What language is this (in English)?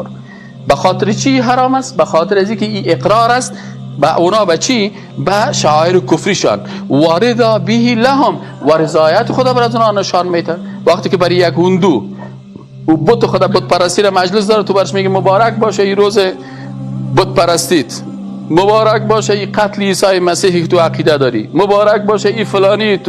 Persian